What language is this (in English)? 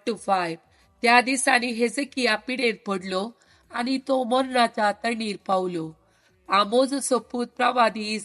Konkani